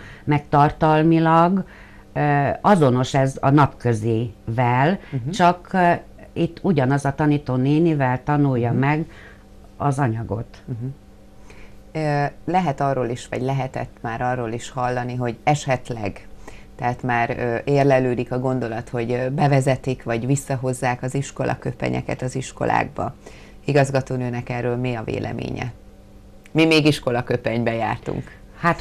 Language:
Hungarian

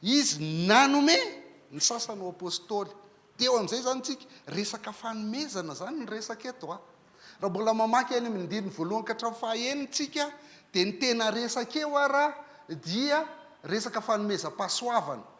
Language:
Malagasy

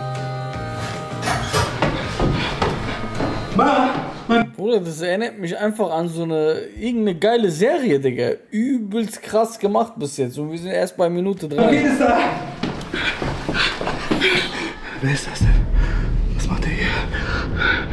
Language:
German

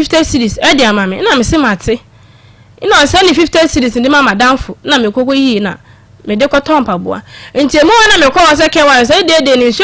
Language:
Akan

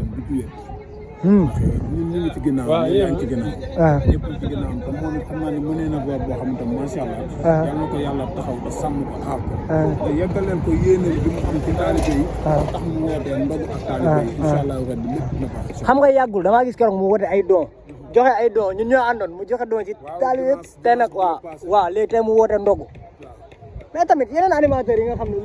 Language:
Wolof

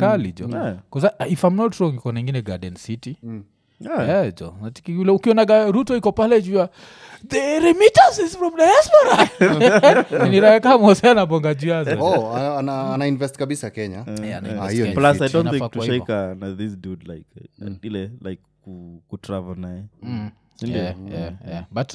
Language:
Swahili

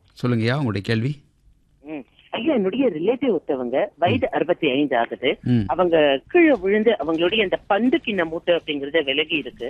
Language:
Tamil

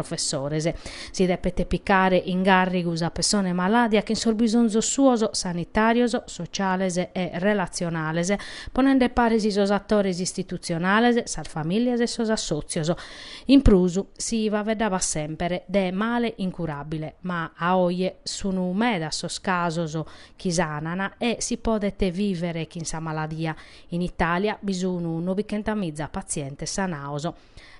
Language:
Sardinian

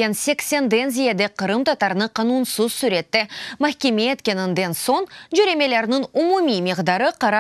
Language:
Crimean Tatar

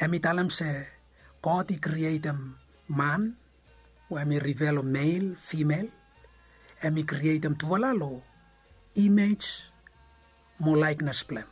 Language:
Bislama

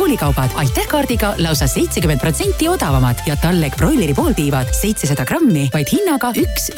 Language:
Estonian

